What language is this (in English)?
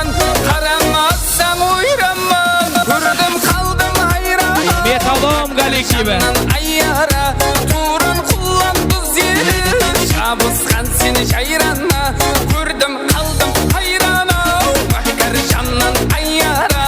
Kara-Kalpak